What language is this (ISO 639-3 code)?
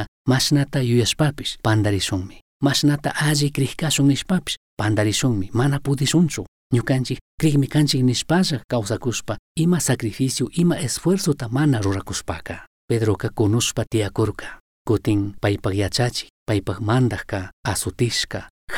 qug